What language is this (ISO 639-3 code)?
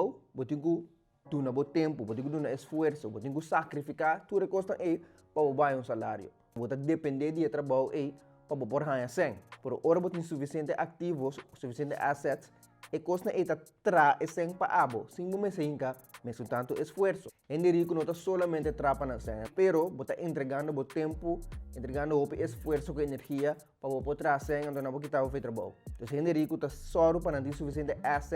pap